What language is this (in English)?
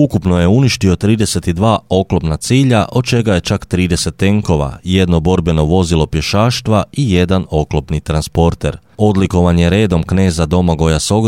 Croatian